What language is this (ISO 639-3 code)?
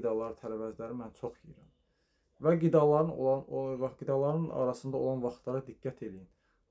aze